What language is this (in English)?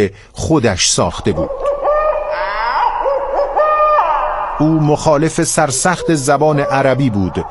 Persian